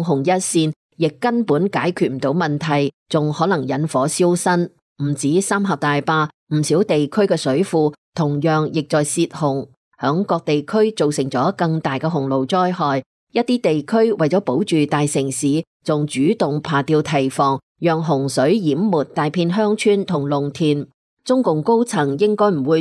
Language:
Cantonese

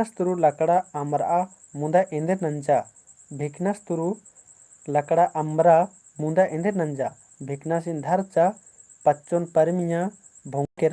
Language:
Kurukh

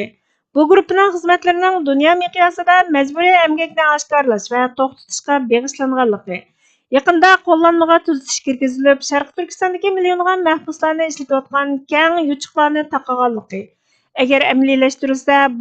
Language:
Uyghur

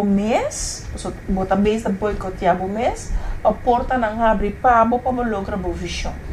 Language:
Papiamento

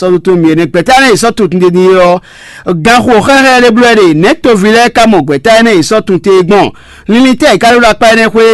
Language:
Fon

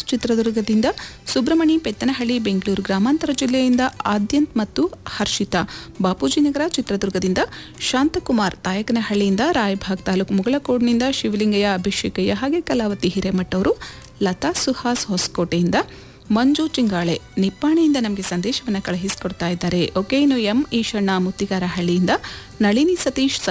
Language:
Kannada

